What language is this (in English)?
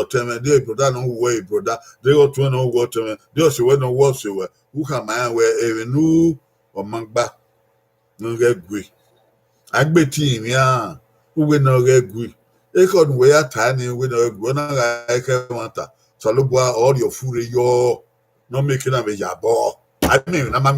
Bini